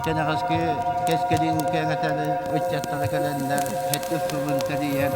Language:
Yakut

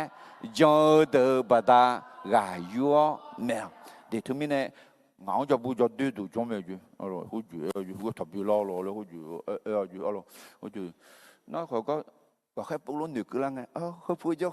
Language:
Akha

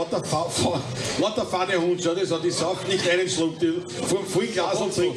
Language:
Bavarian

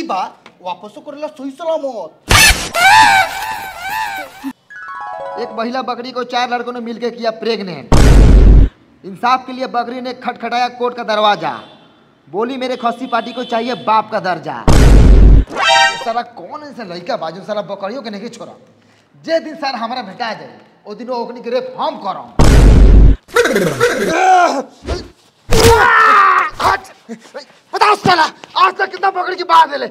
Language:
Bhojpuri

